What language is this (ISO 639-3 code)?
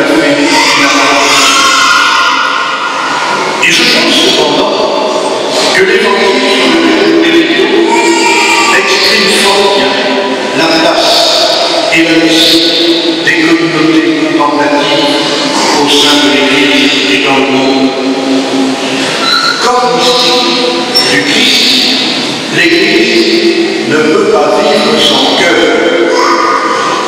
fra